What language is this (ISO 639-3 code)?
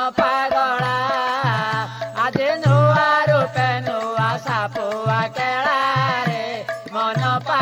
ori